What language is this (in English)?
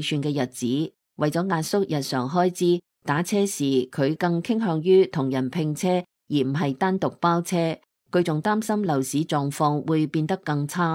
Cantonese